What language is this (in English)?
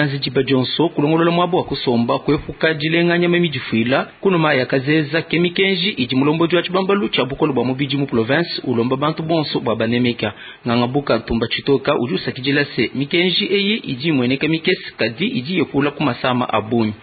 Luba-Lulua